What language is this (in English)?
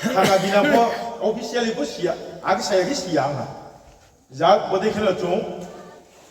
Riang (India)